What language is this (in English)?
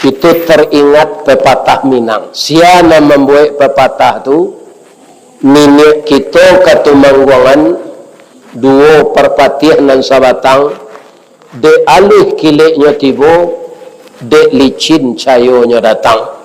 Minangkabau